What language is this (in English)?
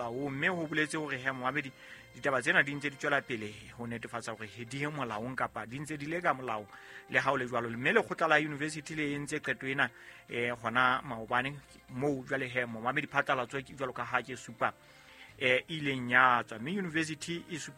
Southern Sotho